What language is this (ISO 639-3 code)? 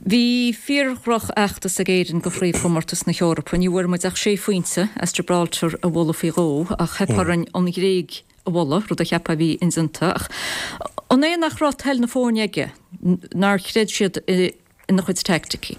gle